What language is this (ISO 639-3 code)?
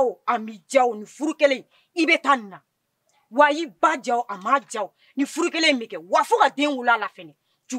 bam